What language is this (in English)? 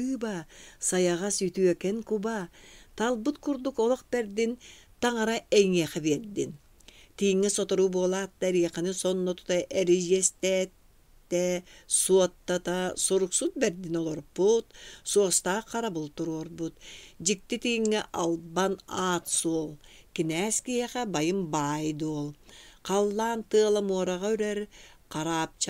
Yakut